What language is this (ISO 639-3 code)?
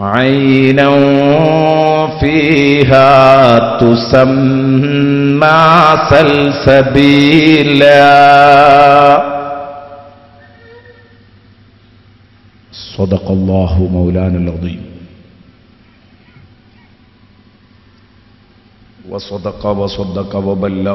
mal